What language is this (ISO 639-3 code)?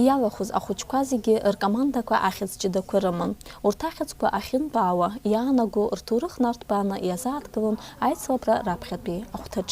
abk